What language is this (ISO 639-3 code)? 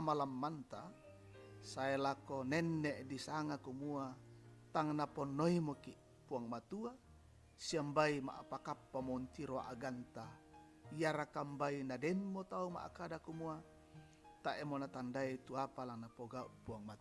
sda